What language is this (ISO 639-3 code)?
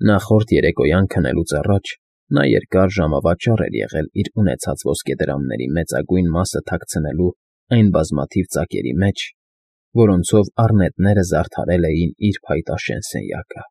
hye